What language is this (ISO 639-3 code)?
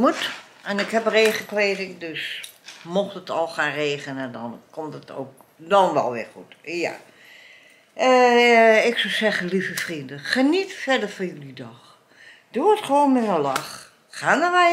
nld